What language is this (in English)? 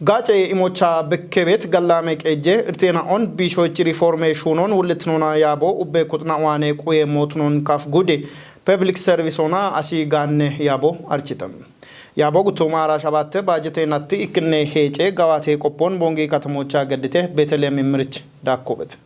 Kafa